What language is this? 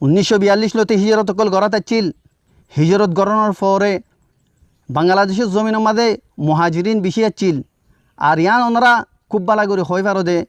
Rohingya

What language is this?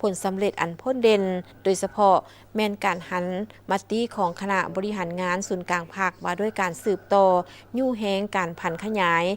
Lao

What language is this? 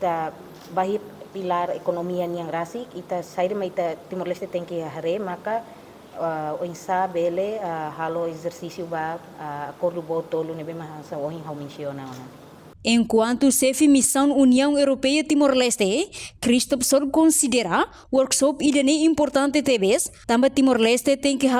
Tetum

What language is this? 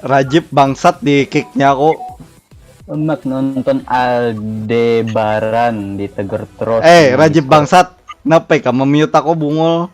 Banjar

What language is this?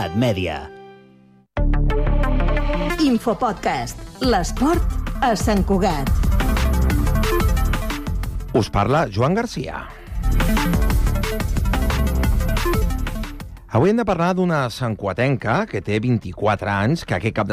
Catalan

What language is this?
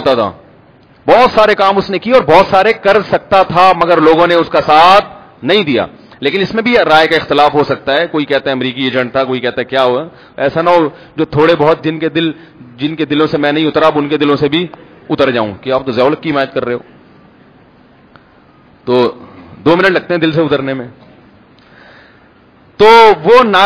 Urdu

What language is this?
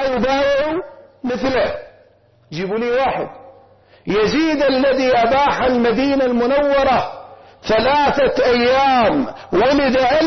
Arabic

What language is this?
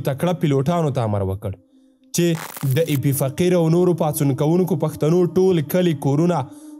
Pashto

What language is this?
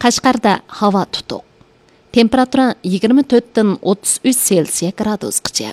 Uyghur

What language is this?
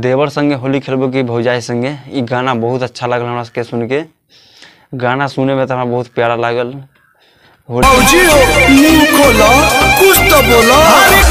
Bhojpuri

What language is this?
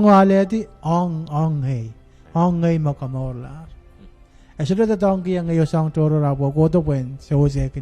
Pohnpeian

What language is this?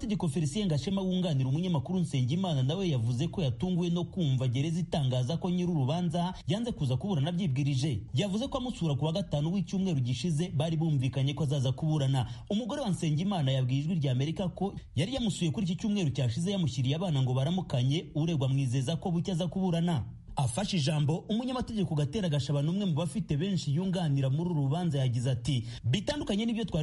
Kinyarwanda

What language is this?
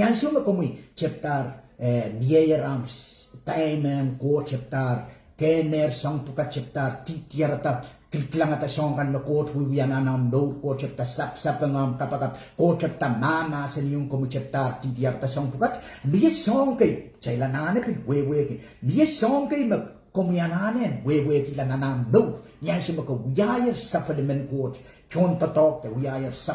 Pohnpeian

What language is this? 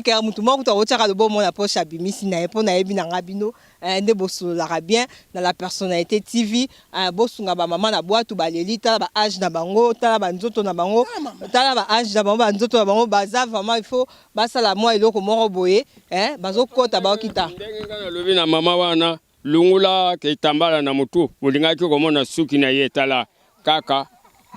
Lingala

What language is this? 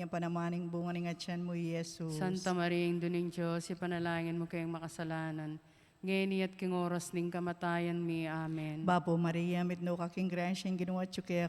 Pampanga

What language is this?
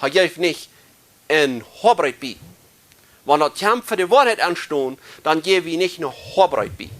Plautdietsch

